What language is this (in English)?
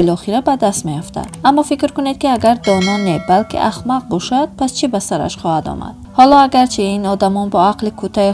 Tajik